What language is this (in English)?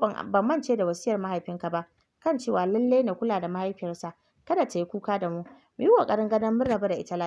Hausa